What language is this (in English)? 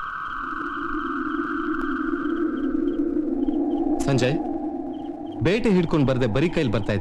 Kannada